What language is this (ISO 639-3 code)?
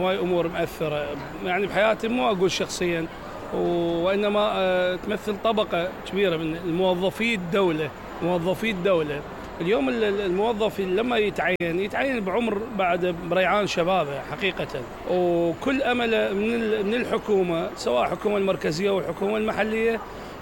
acm